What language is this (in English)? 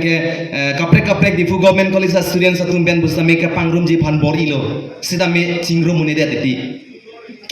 Karbi